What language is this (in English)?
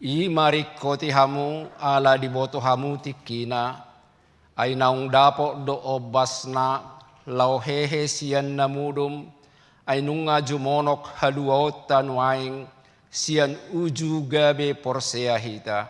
Batak Toba